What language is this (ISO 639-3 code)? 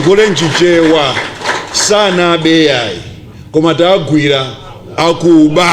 nya